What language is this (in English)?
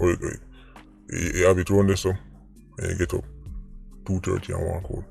Jamaican Creole English